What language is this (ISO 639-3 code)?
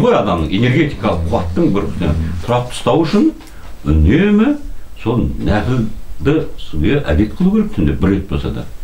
kaz